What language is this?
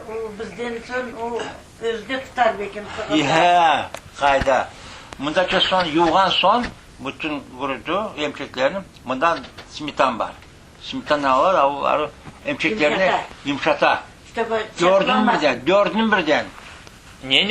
Crimean Tatar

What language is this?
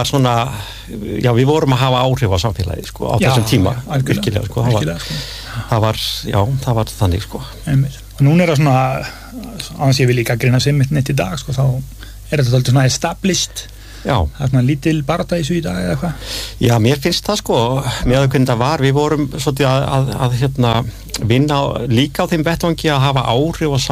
Icelandic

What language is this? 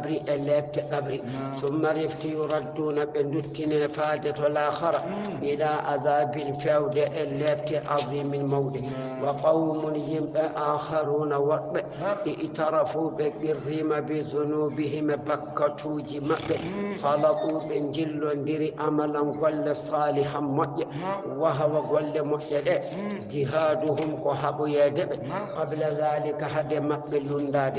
Fula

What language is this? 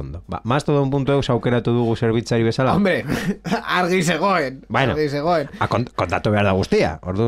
Basque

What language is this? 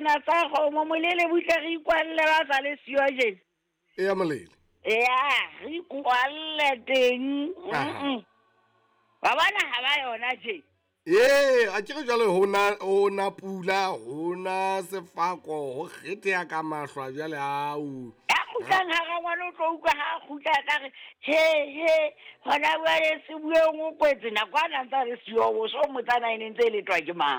Southern Sotho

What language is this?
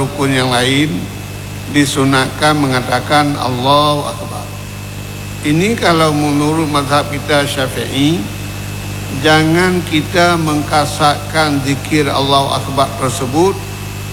Malay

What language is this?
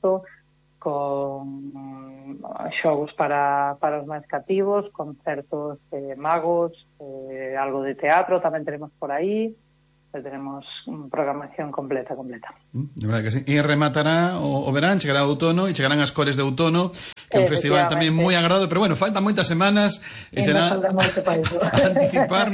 Galician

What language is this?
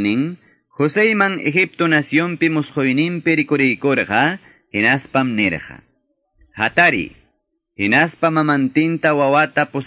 Quechua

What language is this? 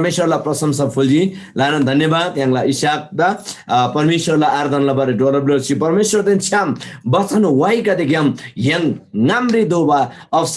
Eastern Tamang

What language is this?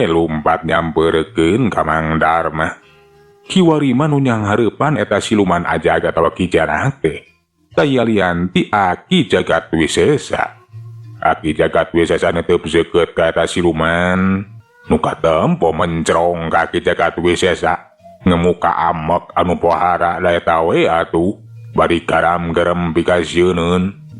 Sundanese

